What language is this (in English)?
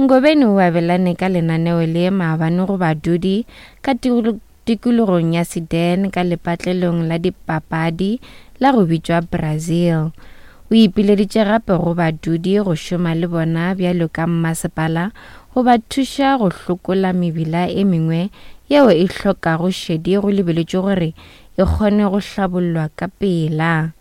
Northern Sotho